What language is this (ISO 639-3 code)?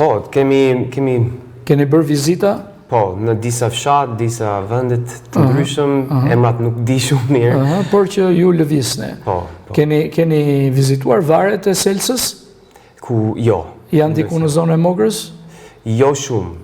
sqi